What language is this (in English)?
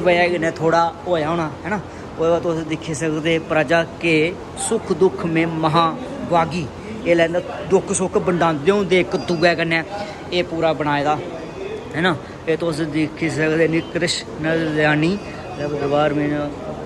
Dogri